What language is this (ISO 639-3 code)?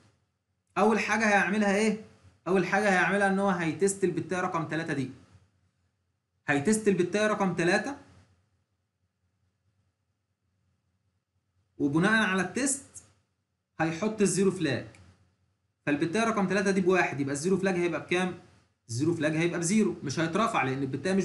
arz